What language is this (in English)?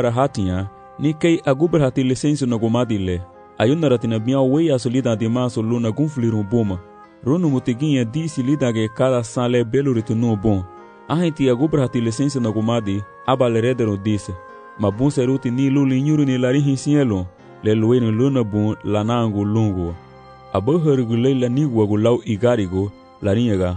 Garifuna